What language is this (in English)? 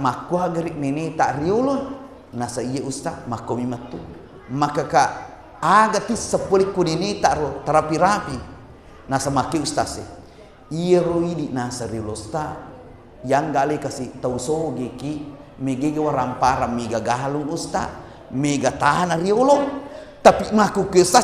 Buginese